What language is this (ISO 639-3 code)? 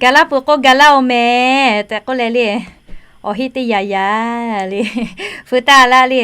lhu